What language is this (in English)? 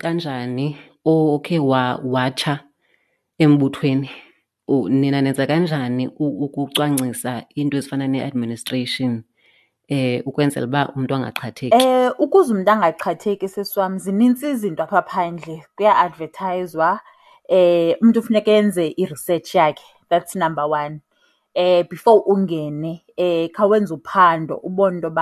Xhosa